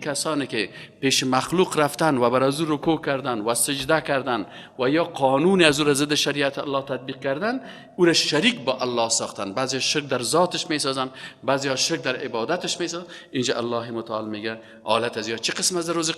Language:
Persian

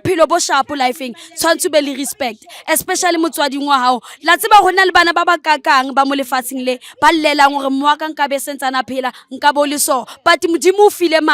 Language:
Zulu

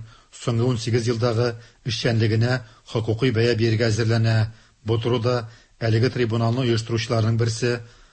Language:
Tatar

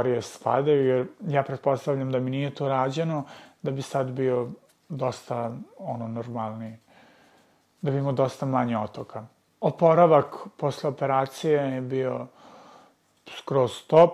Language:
Serbian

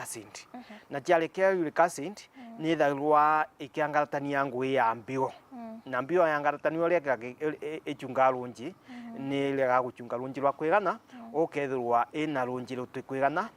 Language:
Meru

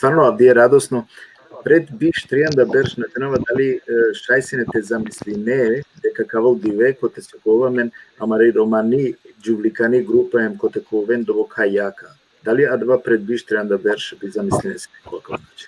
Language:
Balkan Romani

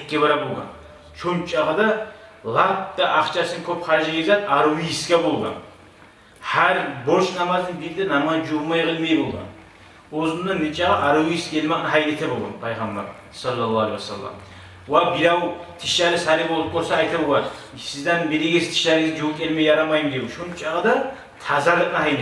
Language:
Kumyk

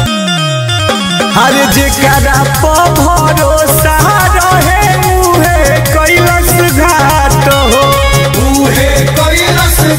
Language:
Bhojpuri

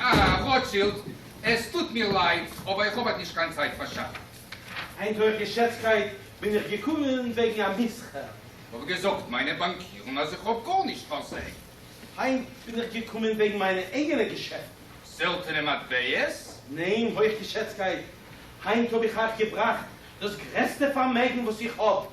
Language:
Yiddish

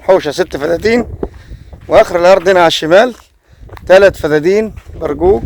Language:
Egyptian Arabic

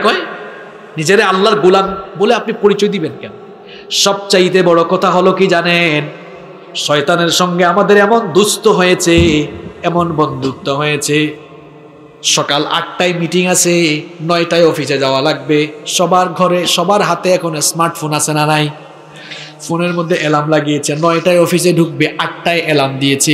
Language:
Bangla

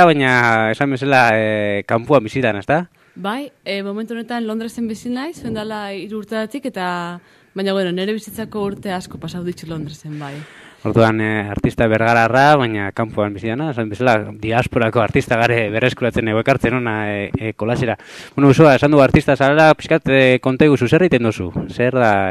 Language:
Basque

